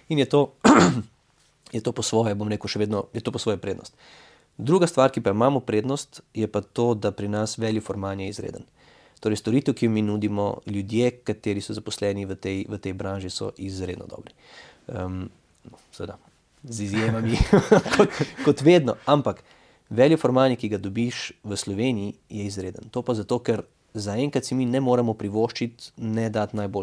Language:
Slovenian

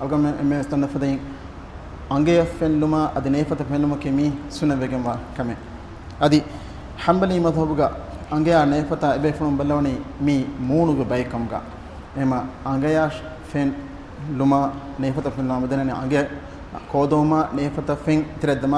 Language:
Divehi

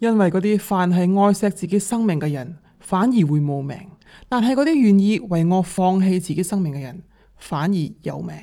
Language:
Cantonese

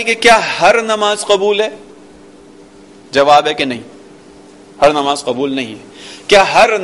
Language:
Urdu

